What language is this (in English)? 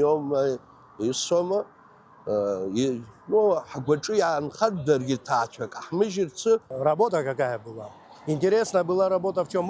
Abkhazian